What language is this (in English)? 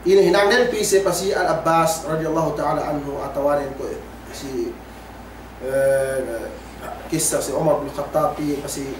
Yakan